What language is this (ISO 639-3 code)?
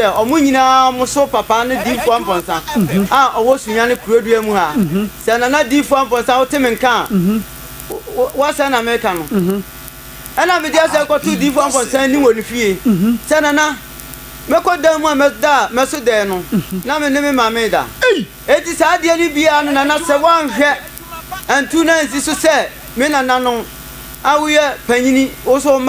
aka